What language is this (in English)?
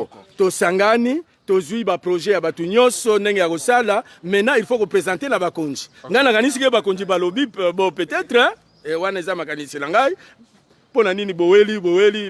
Lingala